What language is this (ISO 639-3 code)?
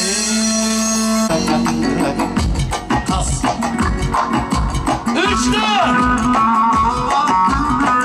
tur